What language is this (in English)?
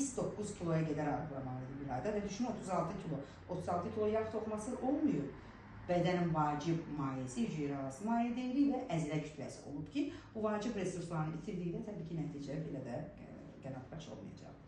Azerbaijani